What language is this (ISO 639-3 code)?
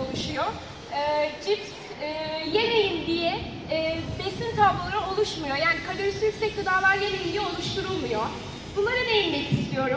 tur